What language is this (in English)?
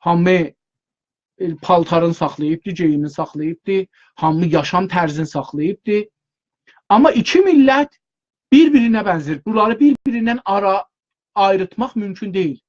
South Azerbaijani